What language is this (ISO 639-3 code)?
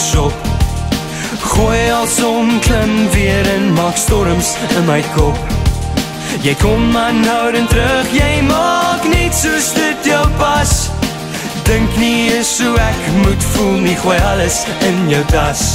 afr